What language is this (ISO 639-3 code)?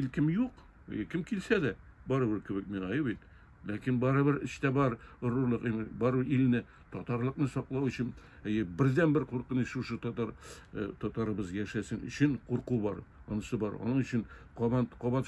tat